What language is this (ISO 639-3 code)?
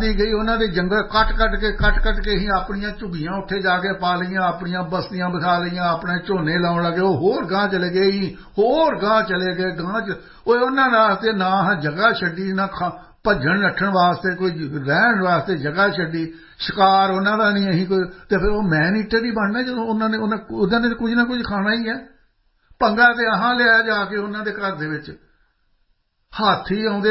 pan